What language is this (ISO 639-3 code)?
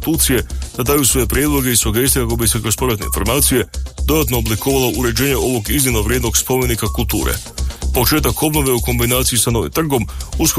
hrv